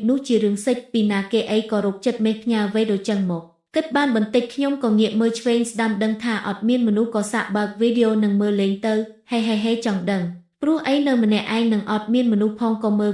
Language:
Khmer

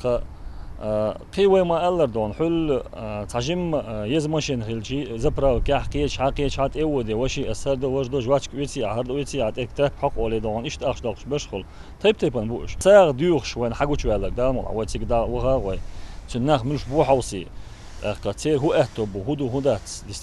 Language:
Chechen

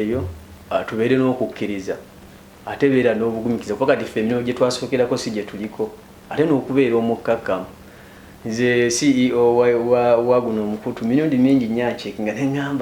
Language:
Ganda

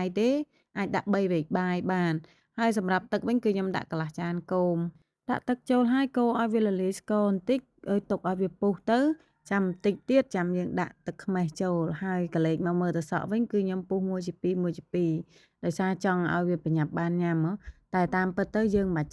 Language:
Khmer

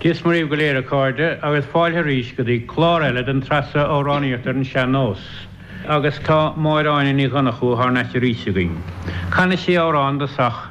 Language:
Irish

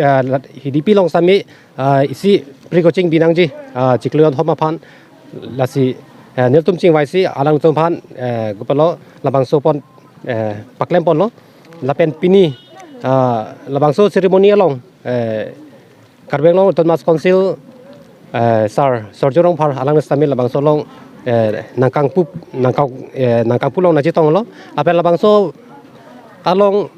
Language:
Karbi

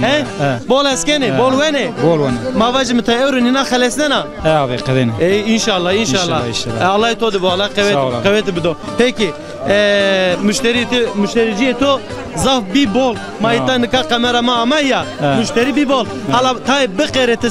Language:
Zaza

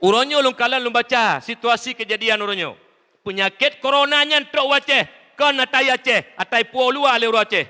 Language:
Achinese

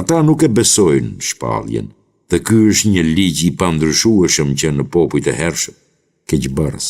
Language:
Albanian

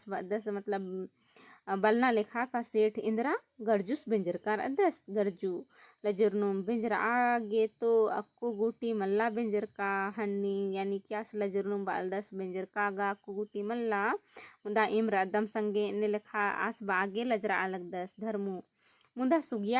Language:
Kurukh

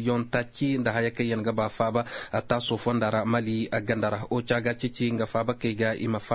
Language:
Zarma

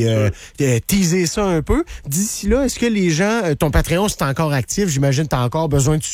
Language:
French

